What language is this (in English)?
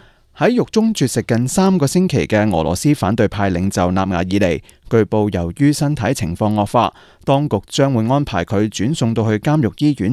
Cantonese